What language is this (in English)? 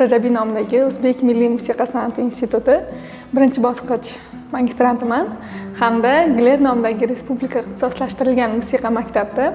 Uzbek